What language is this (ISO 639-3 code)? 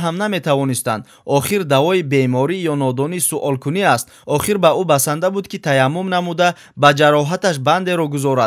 tgk